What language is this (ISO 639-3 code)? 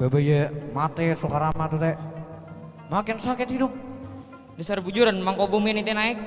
bjn